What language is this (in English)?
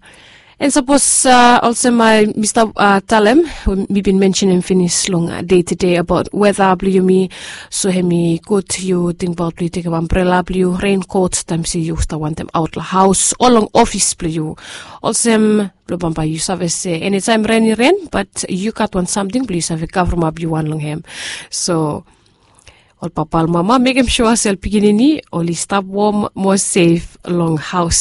Bislama